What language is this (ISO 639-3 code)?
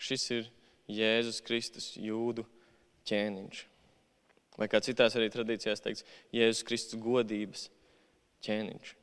lav